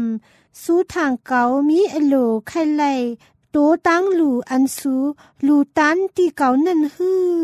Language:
Thai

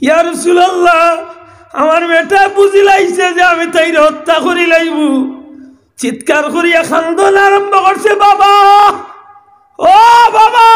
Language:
Sylheti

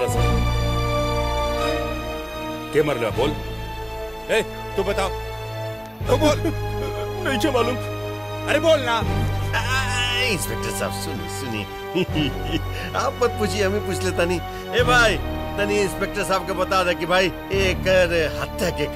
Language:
Bhojpuri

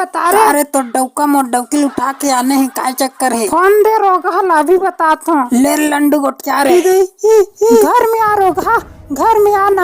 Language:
Chhattisgarhi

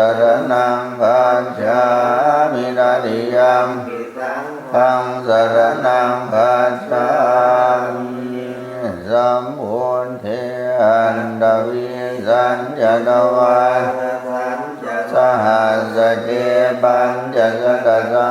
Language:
Pali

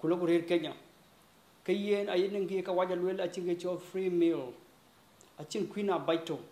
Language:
Dinka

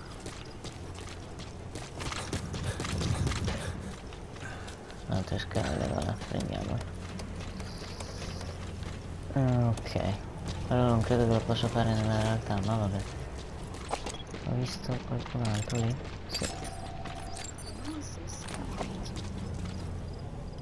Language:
Italian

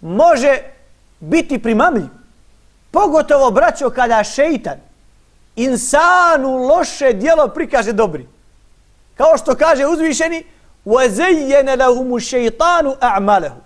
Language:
Bosnian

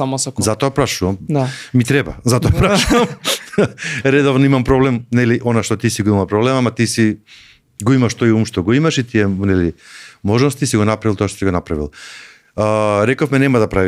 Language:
Macedonian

